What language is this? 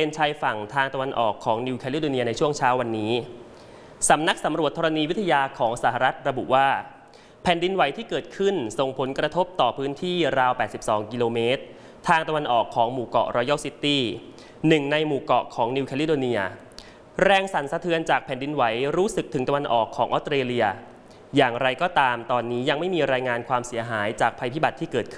Thai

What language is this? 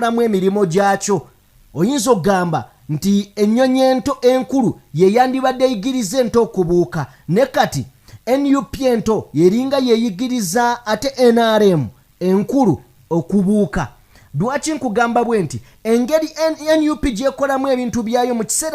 Ganda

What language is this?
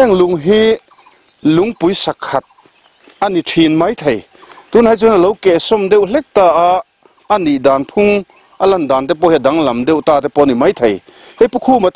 Mizo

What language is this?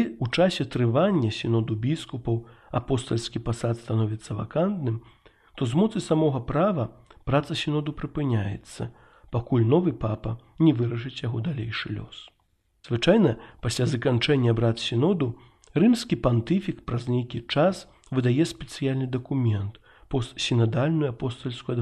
Belarusian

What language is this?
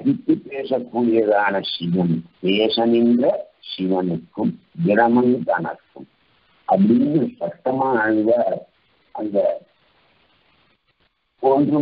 Tamil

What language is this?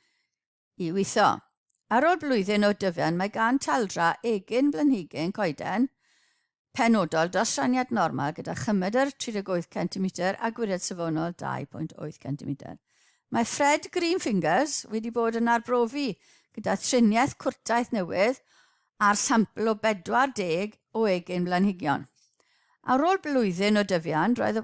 Welsh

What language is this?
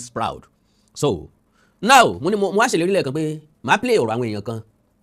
Yoruba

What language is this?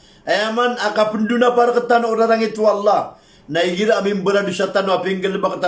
Maranao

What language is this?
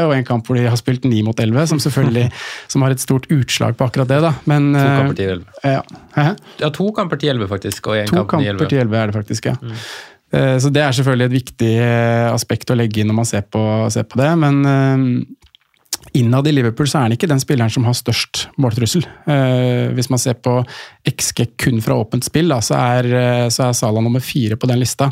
Norwegian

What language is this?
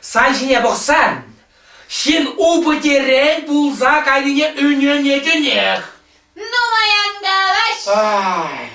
Chuvash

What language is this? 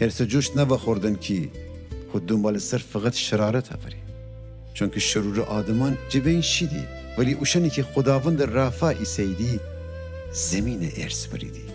Gilaki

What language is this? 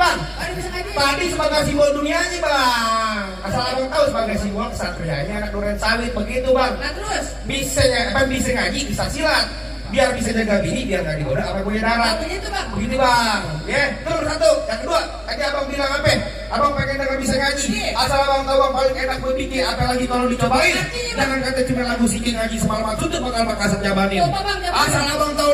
Betawi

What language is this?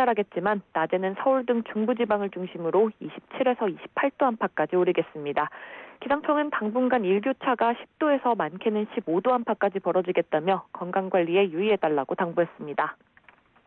Korean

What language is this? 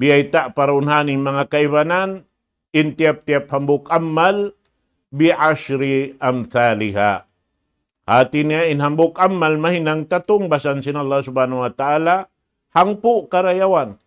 Tausug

